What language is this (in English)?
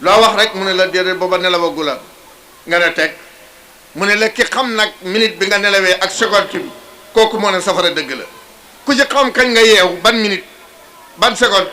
Wolof